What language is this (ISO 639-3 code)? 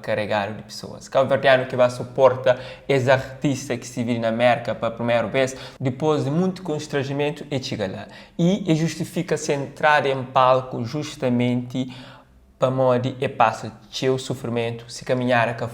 kea